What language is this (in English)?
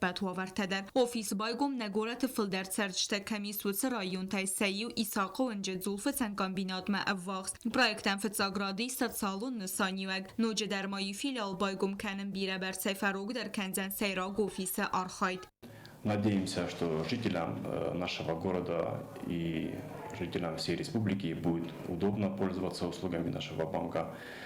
Ossetic